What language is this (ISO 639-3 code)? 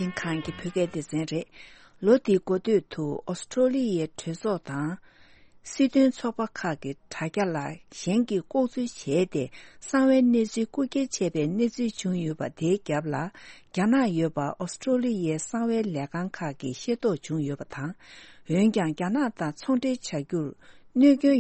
bod